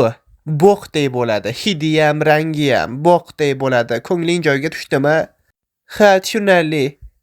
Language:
Uzbek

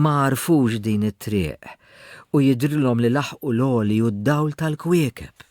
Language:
Maltese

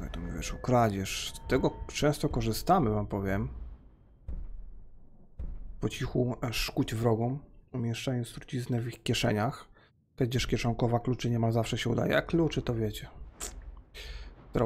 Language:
Polish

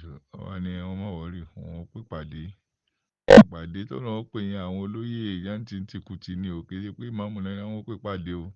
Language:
Yoruba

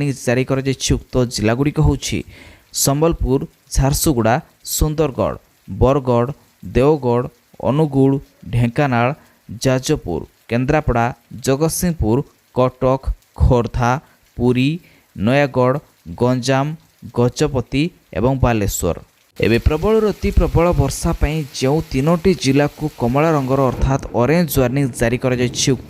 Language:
Odia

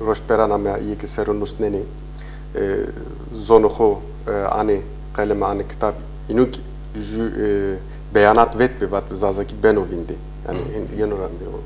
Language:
Zaza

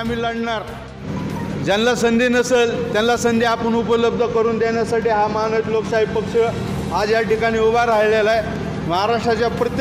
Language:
Marathi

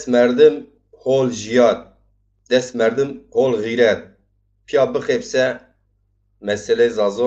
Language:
Zaza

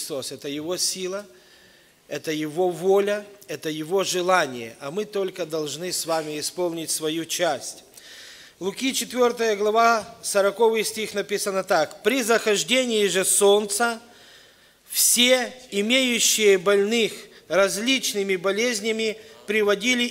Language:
Russian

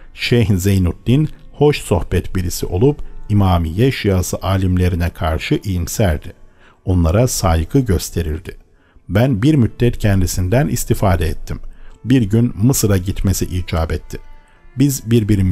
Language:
Turkish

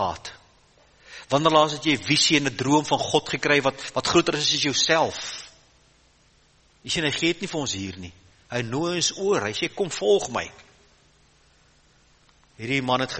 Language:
Afrikaans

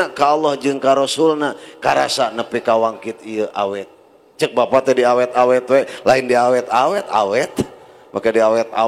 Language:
Sundanese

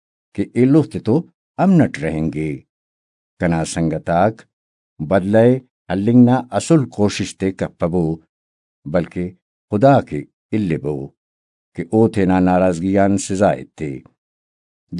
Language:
Brahui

